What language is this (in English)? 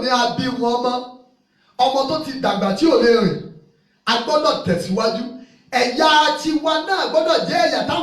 Yoruba